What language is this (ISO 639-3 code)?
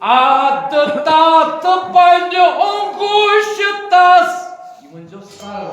kas